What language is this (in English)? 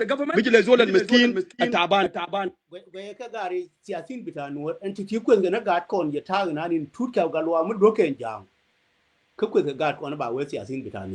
Nuer